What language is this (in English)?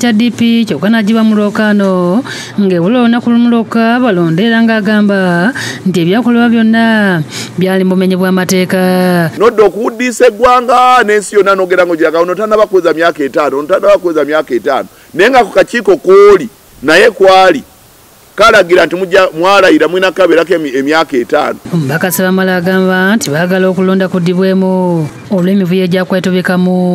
Ganda